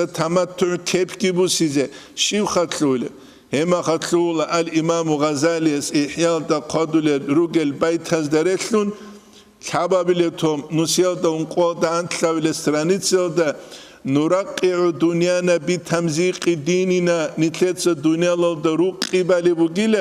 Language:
Avaric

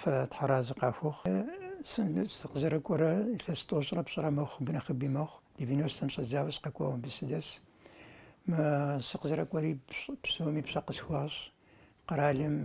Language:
Kabardian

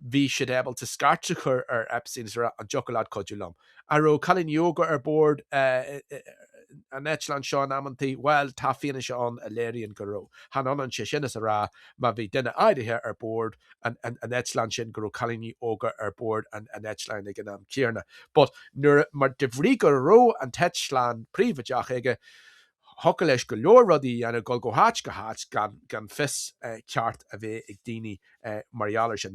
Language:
Irish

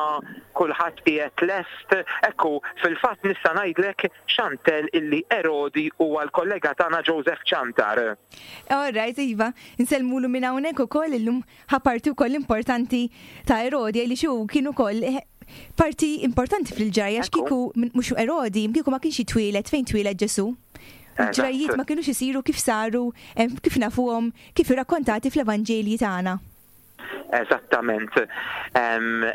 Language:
Maltese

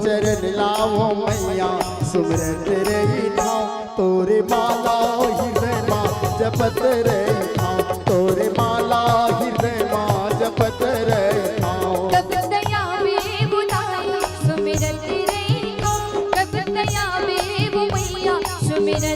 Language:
Chhattisgarhi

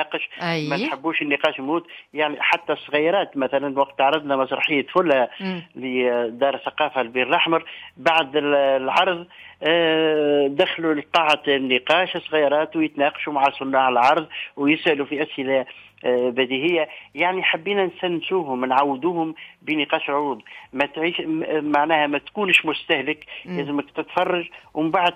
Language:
Tunisian Arabic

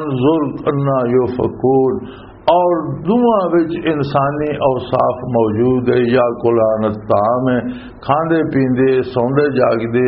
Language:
Western Panjabi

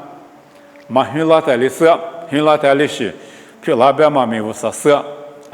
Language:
Lisu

